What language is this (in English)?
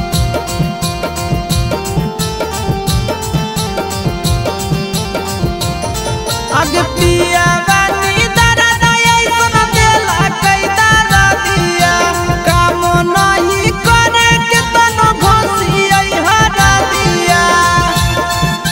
Bhojpuri